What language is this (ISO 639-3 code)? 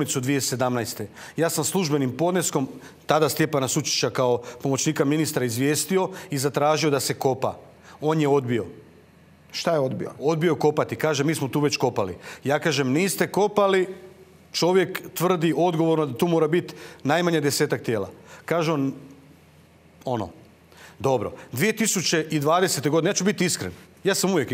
hrv